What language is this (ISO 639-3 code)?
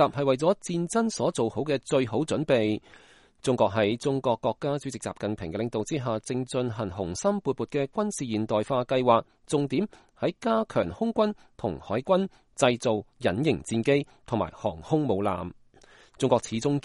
yue